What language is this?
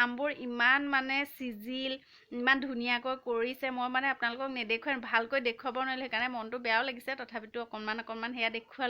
Assamese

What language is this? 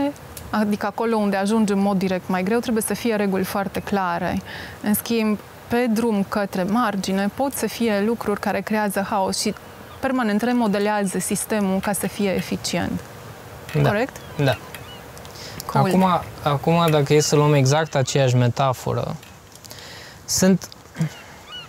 Romanian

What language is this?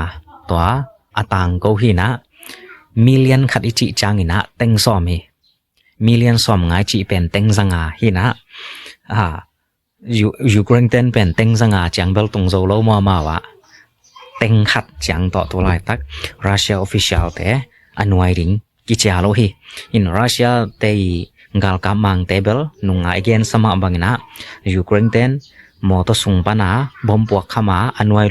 Tedim Chin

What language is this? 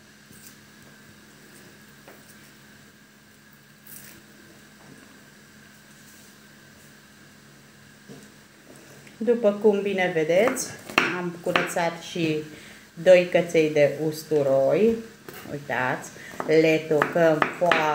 Romanian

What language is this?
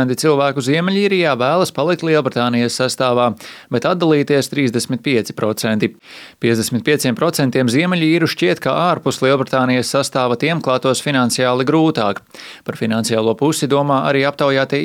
Latvian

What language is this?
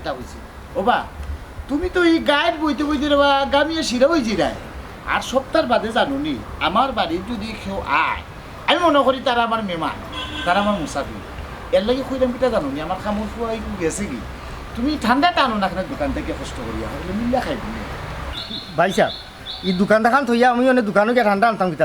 Sylheti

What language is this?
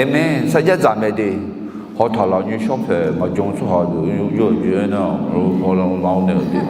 Akha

